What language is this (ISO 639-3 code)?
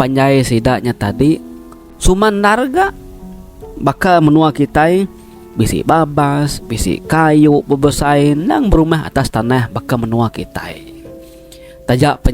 iba